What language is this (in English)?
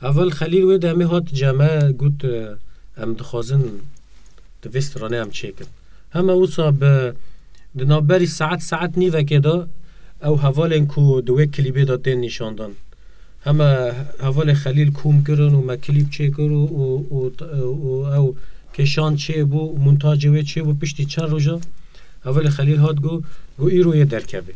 Kurdish